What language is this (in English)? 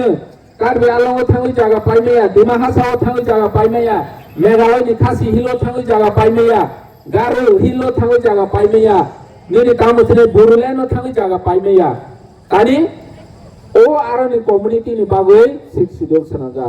Kok Borok